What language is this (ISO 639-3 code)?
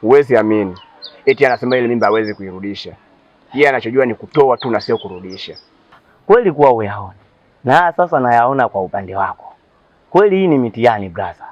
swa